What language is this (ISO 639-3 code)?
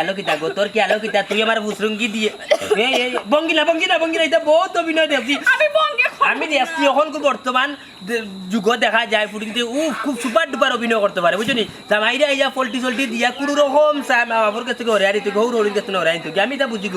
syl